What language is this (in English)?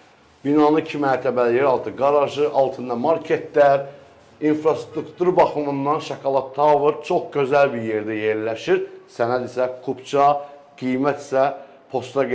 Azerbaijani